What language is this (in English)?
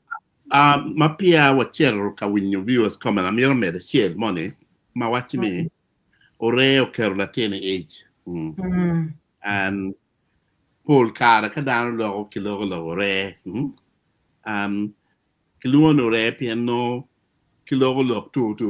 Acoli